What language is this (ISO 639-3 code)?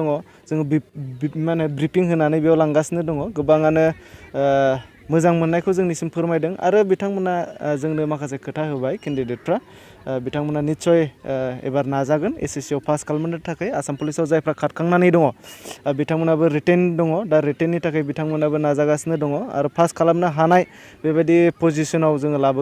brx